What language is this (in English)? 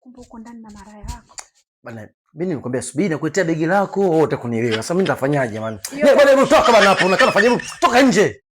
Swahili